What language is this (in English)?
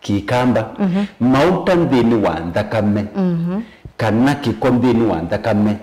Kamba